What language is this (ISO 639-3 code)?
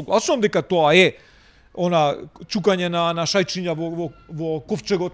mkd